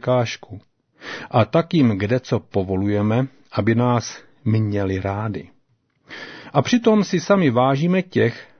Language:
Czech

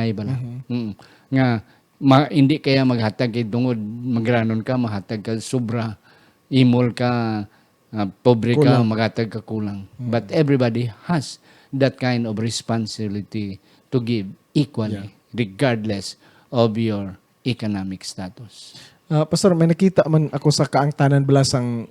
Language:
Hiligaynon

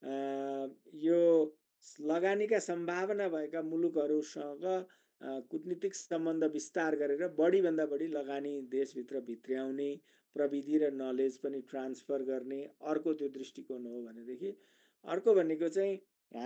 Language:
Nepali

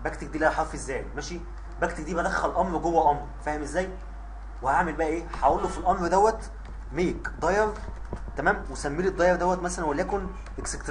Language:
Egyptian Arabic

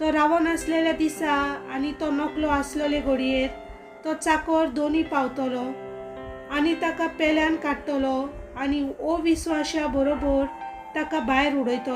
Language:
Konkani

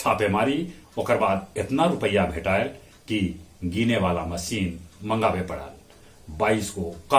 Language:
Magahi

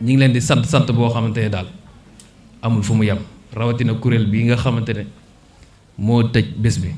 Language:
Wolof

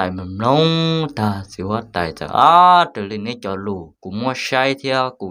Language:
Hmong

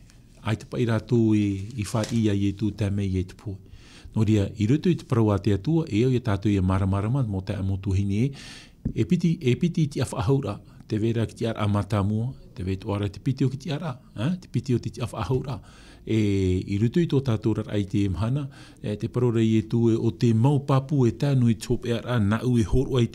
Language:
Tahitian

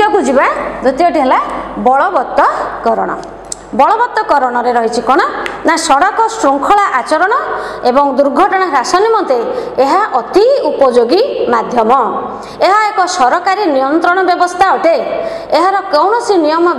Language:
Odia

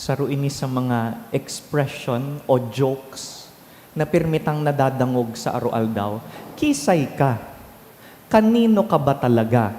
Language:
Bikol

